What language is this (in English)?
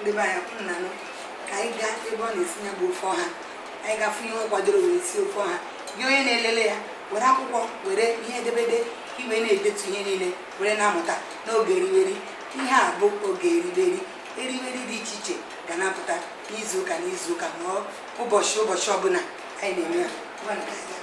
Igbo